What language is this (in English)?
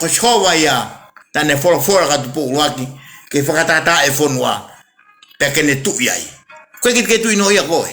Tongan